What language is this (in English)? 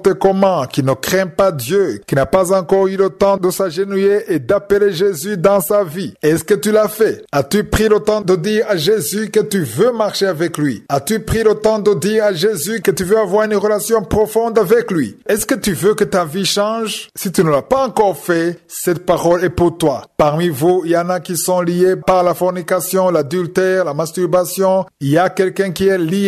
French